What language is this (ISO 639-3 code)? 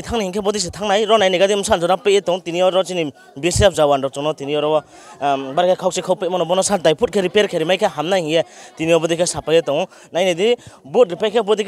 ria